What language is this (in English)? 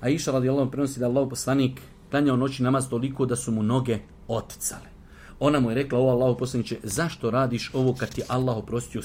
Bosnian